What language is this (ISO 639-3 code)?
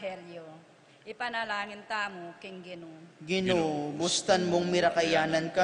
pam